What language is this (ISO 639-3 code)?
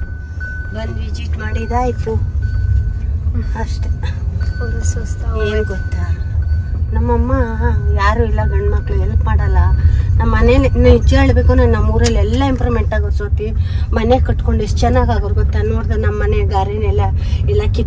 kan